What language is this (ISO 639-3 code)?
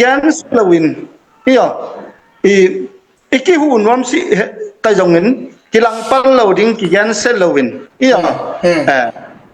ctd